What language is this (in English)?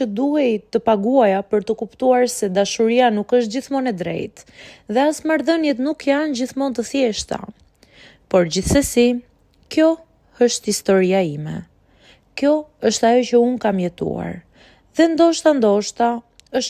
Albanian